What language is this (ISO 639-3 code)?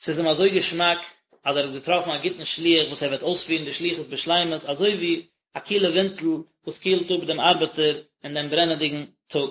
yid